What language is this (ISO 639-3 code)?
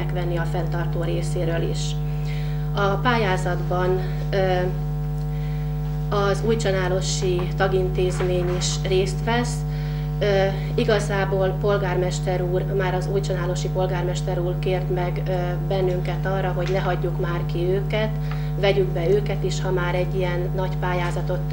hun